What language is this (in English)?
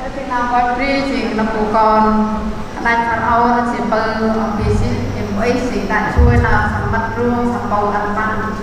Central Mnong